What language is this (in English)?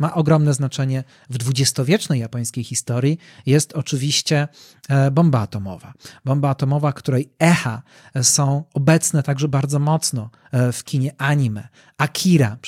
Polish